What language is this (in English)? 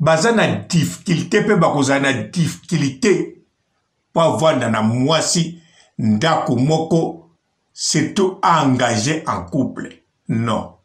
Lingala